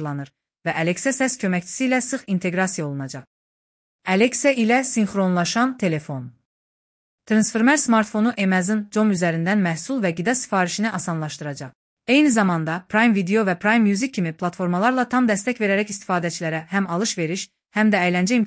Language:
Azerbaijani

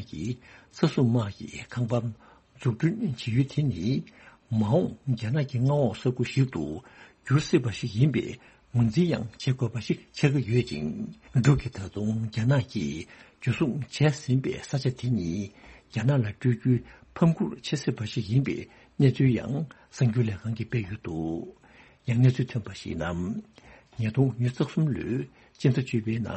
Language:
Tibetan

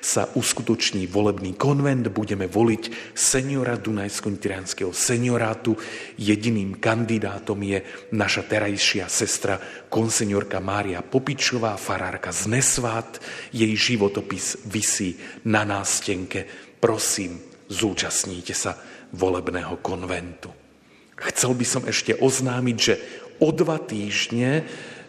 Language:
Slovak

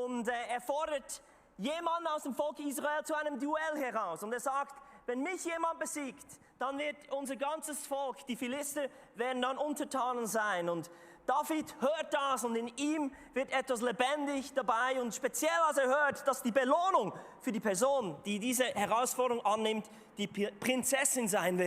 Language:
Swiss German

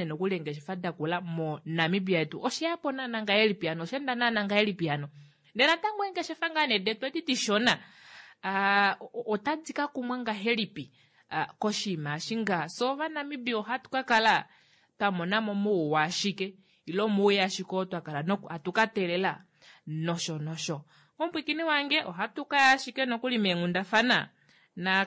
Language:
Kuanyama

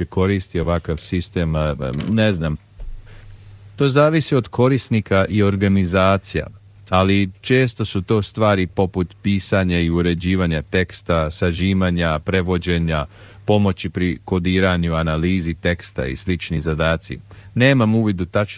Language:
Serbian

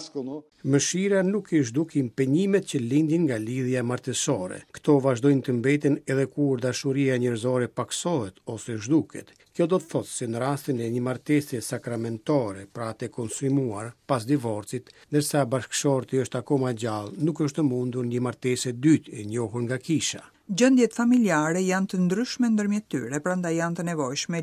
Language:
Albanian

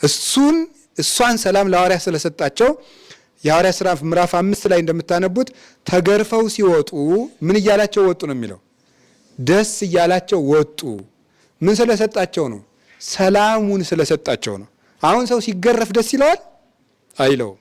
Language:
Amharic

